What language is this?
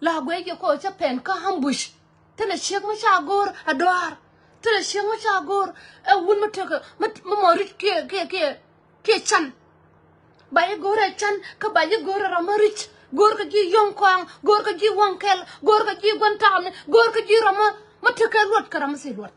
Nuer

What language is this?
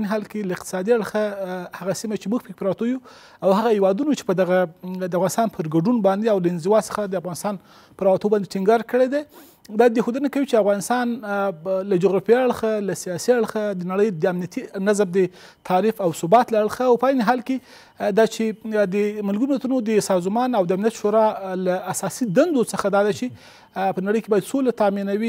Pashto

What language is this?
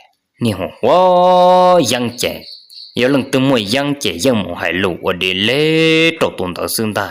Hmong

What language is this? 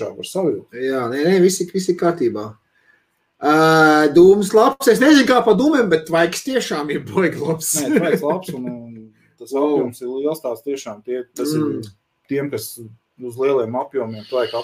Latvian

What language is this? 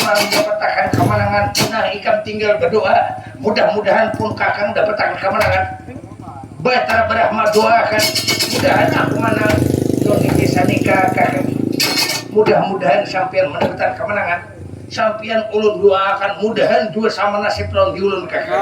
Banjar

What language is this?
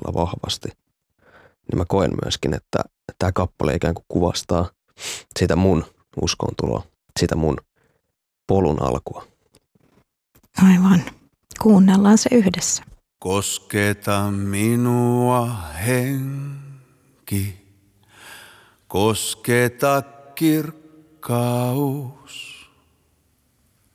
Finnish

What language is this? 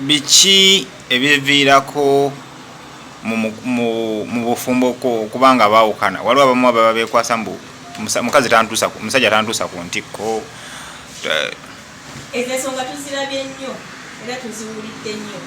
Ganda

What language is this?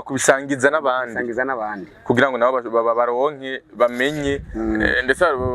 Rundi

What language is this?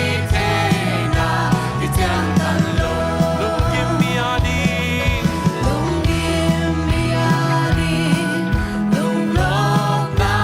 Tedim Chin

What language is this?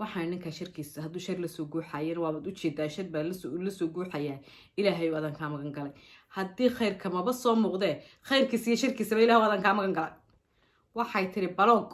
Somali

